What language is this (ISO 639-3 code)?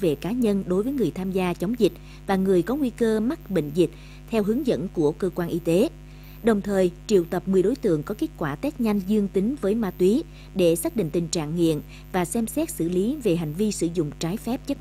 vie